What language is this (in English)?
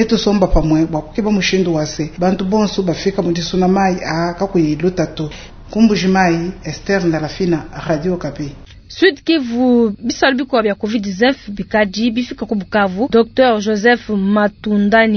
Luba-Lulua